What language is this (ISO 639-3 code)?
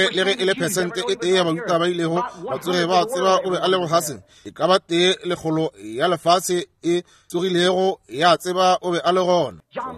nso